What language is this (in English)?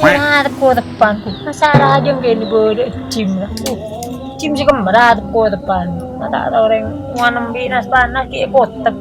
Madurese